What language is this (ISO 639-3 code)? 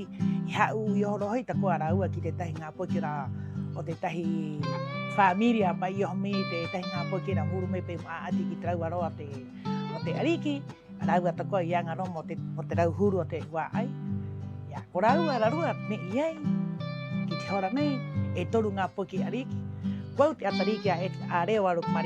rap